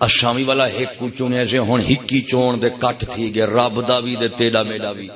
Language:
Saraiki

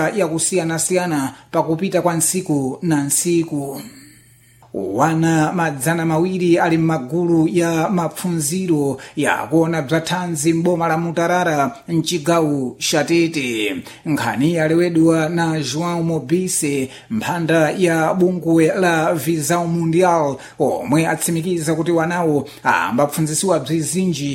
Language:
Sena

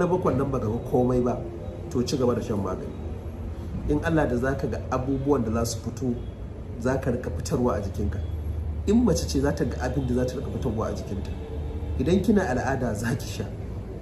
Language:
Hausa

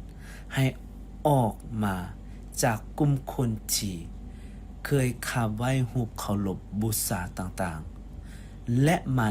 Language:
Lao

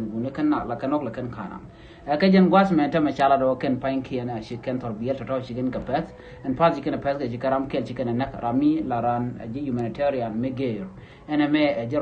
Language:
Nuer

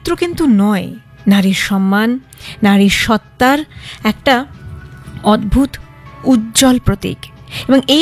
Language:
Bangla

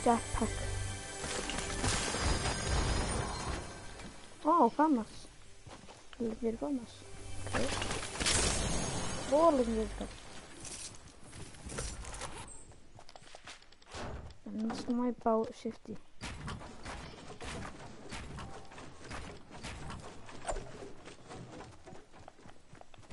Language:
Icelandic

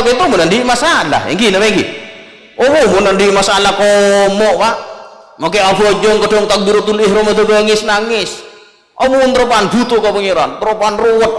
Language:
Madurese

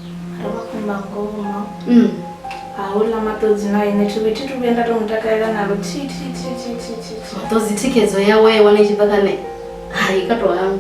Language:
Venda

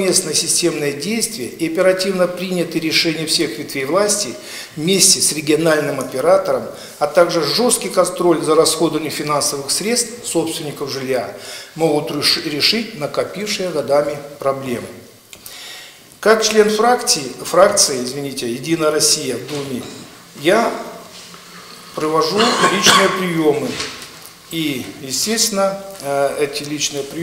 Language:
Russian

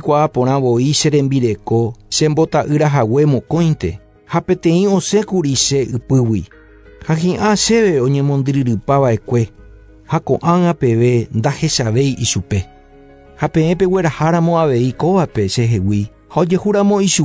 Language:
Guarani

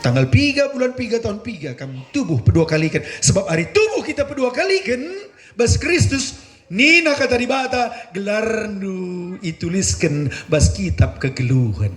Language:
Batak Karo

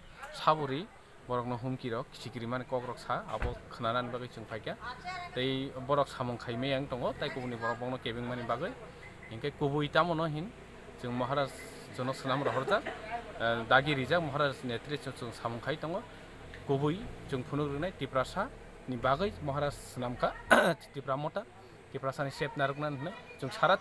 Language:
Kok Borok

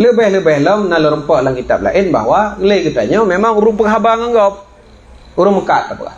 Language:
Achinese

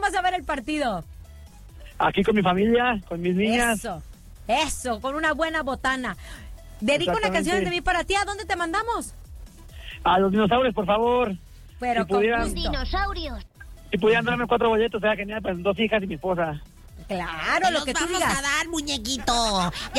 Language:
Spanish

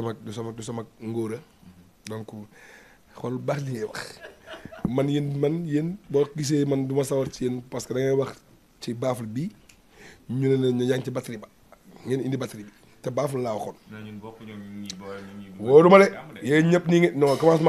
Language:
Wolof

